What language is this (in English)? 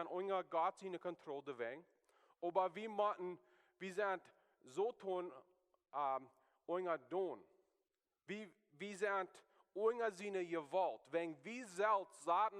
Plautdietsch